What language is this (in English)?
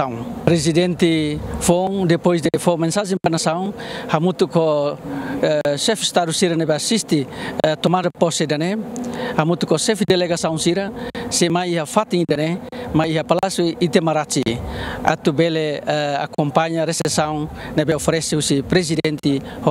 Tetum